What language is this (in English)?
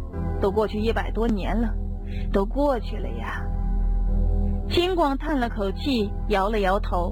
Chinese